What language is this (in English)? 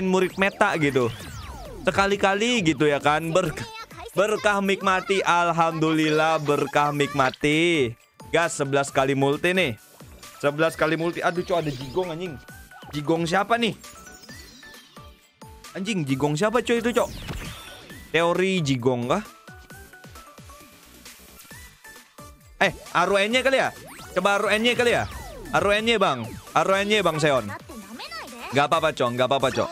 Indonesian